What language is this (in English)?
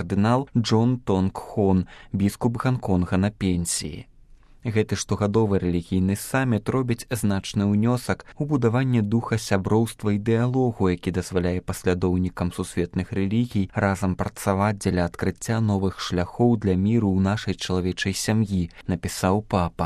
Belarusian